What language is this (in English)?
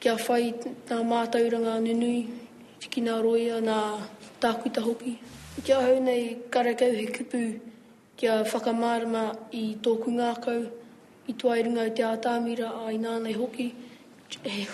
Māori